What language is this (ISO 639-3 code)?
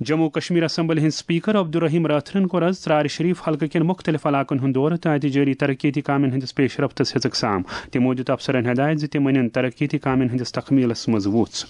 kas